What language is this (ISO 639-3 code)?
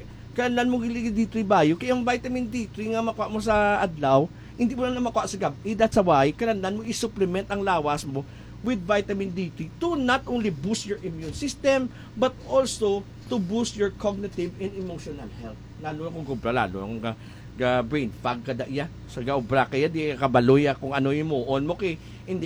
hil